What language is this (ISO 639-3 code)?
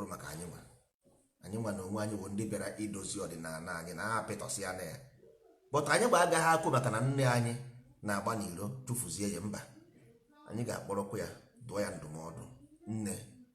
ibo